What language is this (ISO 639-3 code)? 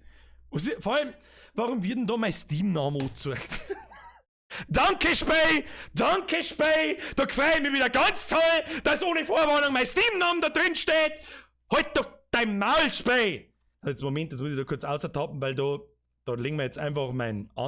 bar